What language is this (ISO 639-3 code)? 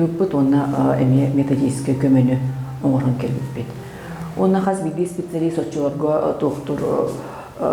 sah